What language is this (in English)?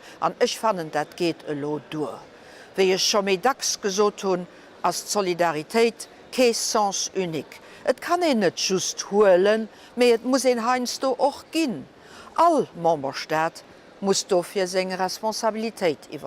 Luxembourgish